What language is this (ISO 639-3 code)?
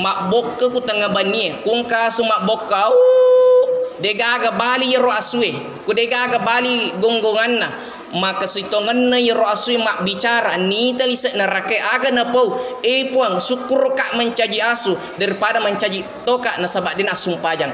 bug